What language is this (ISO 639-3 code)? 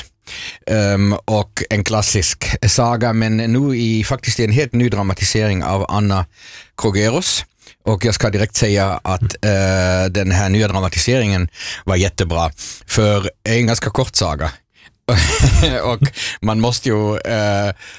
swe